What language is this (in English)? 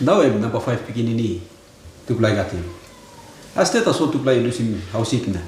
Tok Pisin